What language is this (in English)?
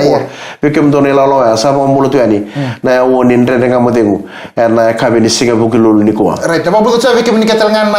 Fijian